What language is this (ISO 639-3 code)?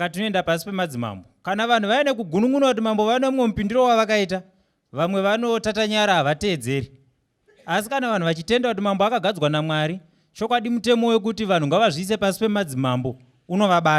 sna